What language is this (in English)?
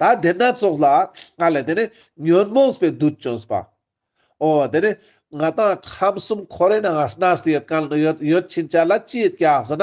Ladakhi